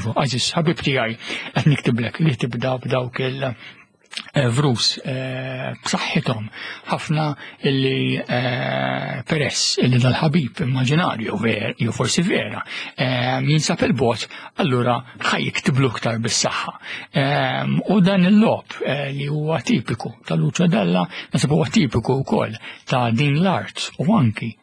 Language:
Maltese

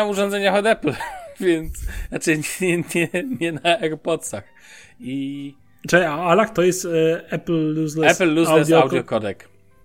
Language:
Polish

